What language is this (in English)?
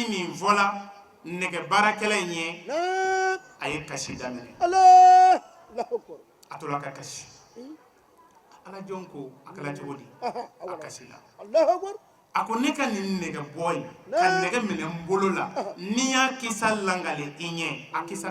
Bambara